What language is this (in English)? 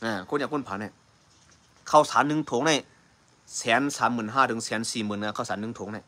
Shan